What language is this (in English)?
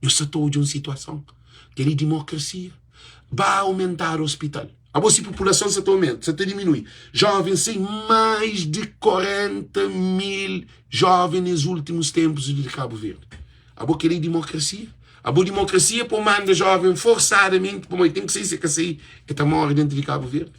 Kabuverdianu